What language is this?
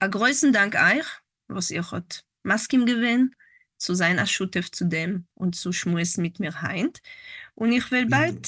Yiddish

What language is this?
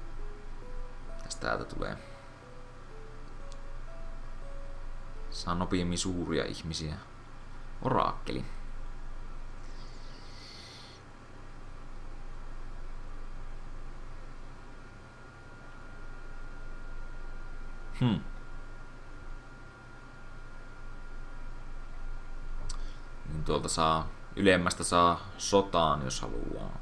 Finnish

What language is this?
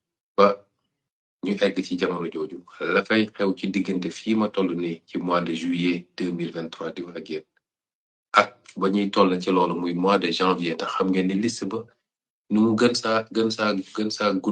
Wolof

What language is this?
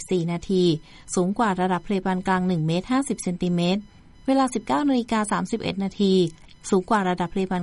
Thai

